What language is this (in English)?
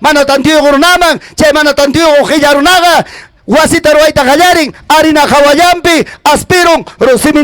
Ayacucho Quechua